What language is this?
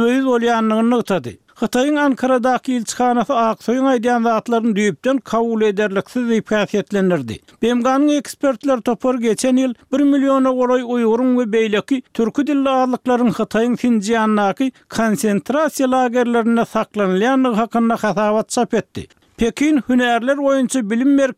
Turkmen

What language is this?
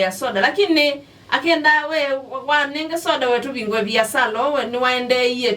Kamba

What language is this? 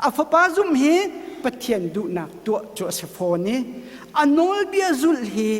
Hakha Chin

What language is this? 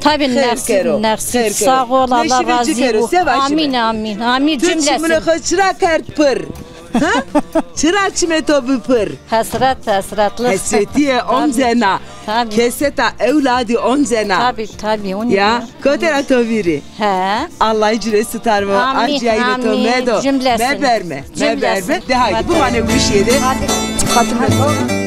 Zaza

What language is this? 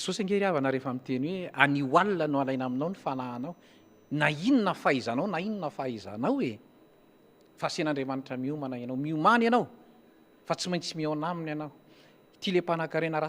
Malagasy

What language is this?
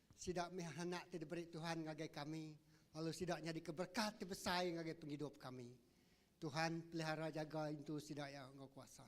Iban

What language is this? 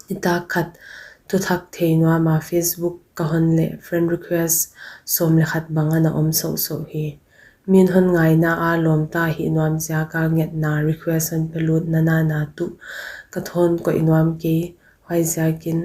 Paite Chin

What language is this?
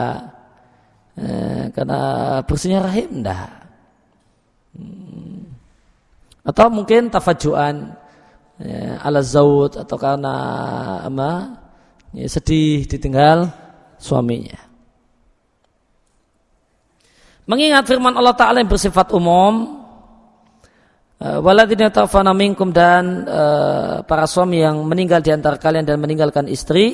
Indonesian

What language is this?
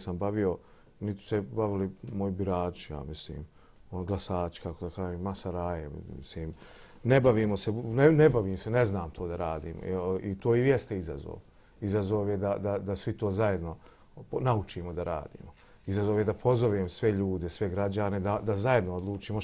Bosnian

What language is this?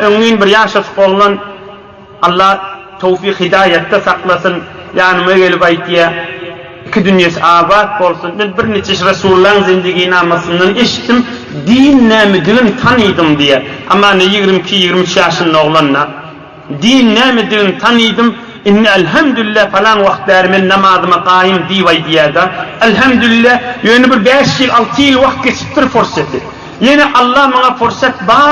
Turkmen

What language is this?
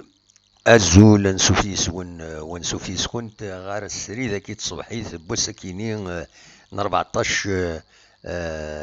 Kabyle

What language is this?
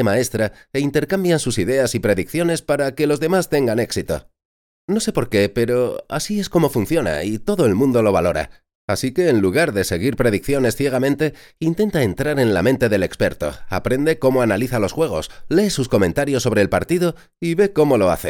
Spanish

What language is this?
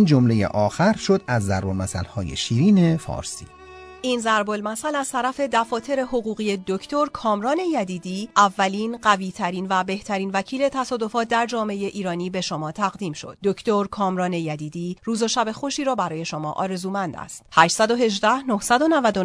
Persian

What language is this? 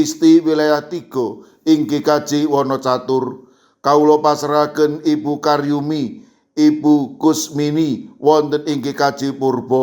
Javanese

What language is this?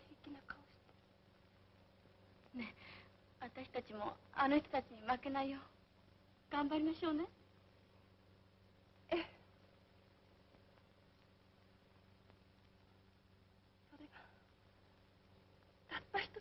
Japanese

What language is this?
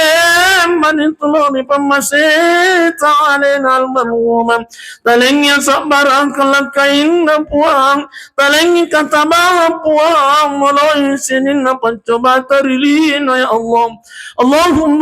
Buginese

